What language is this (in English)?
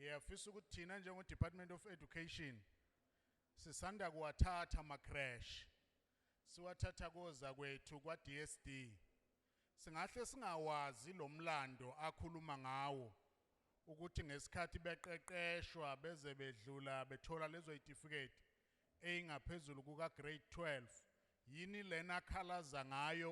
Zulu